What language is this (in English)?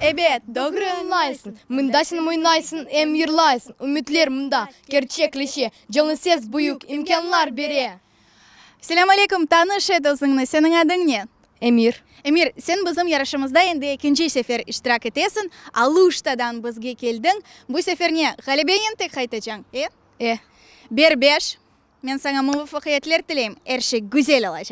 Crimean Tatar